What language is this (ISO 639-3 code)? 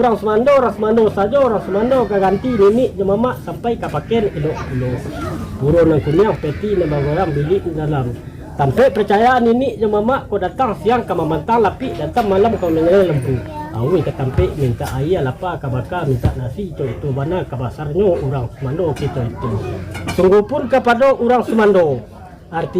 min